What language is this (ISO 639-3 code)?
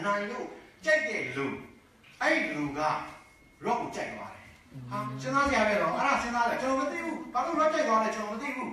mya